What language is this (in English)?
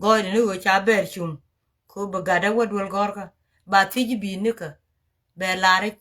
Nuer